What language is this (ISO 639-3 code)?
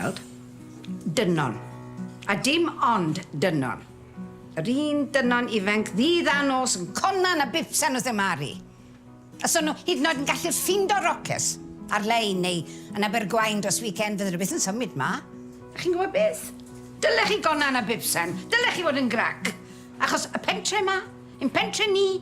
cym